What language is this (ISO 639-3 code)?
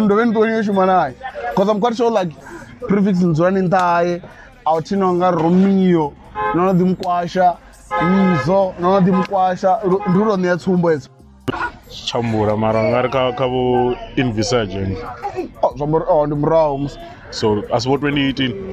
ven